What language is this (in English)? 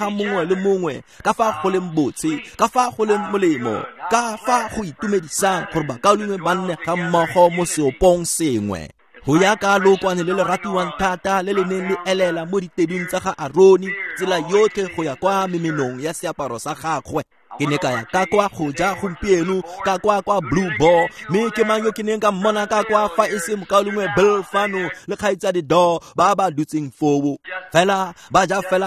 Tswana